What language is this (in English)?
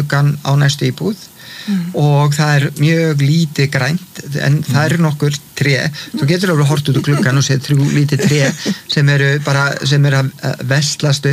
Icelandic